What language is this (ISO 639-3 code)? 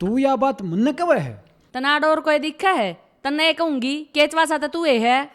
bgc